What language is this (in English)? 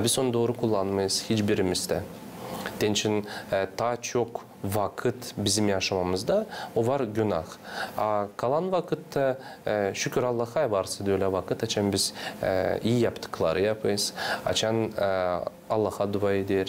Gagauz